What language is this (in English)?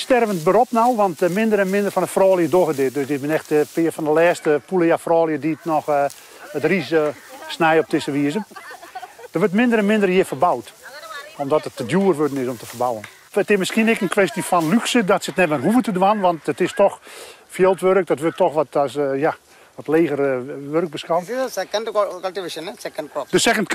Western Frisian